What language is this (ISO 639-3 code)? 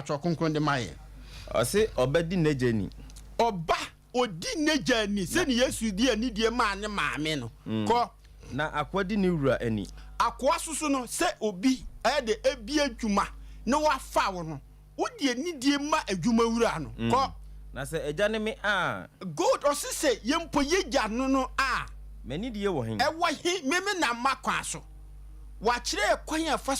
aka